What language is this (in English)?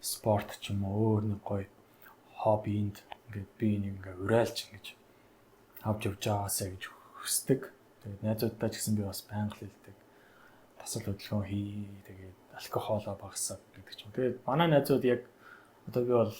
Mongolian